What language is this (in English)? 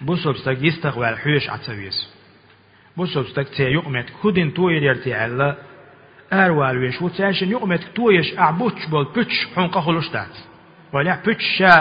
Chechen